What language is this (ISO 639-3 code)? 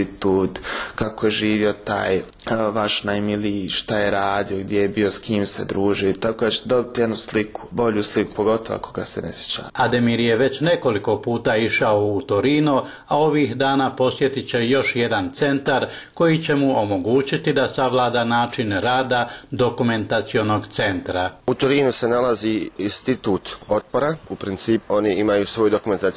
bos